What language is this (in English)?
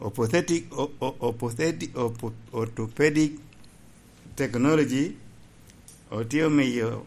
Lango (Uganda)